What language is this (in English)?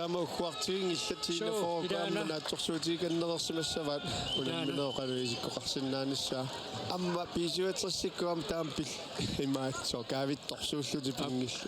Kalaallisut